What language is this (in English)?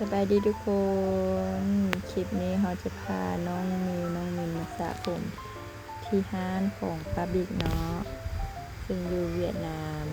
Lao